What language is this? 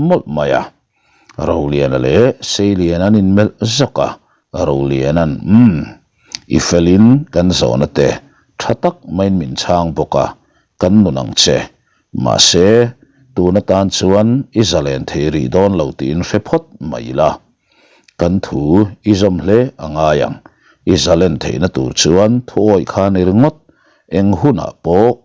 Mizo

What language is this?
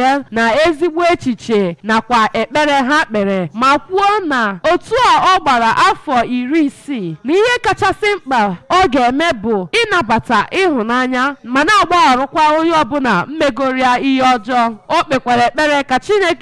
Igbo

